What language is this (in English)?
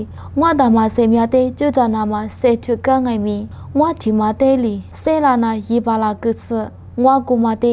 Lisu